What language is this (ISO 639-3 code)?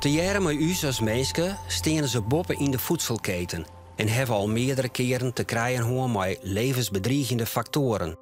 fry